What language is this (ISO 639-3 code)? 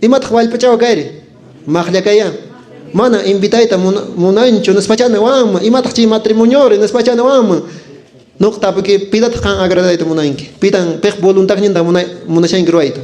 que